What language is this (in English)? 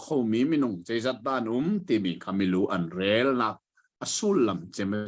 Hakha Chin